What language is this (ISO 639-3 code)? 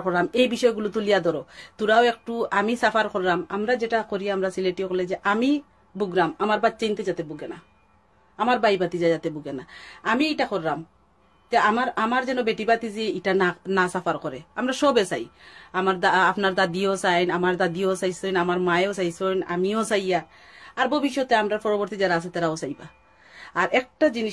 syl